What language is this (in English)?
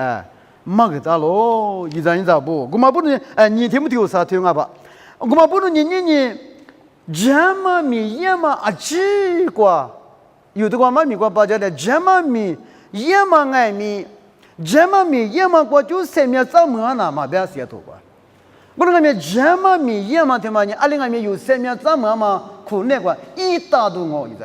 Lisu